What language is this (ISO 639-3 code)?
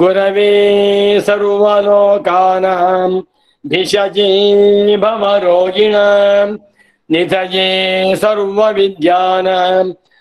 san